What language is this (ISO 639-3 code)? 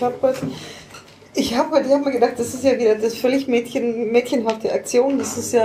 deu